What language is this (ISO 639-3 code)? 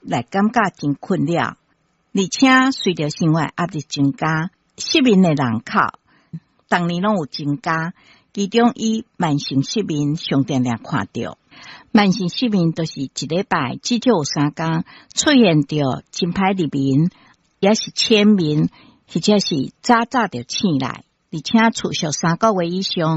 nan